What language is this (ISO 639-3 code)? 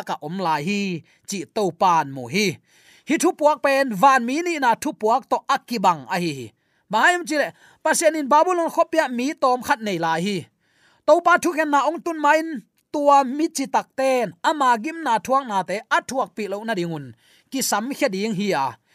ctd